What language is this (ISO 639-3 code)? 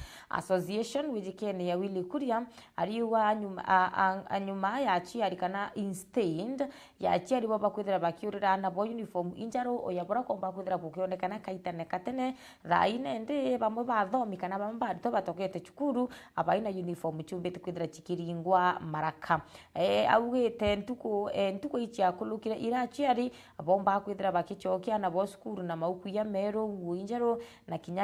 mer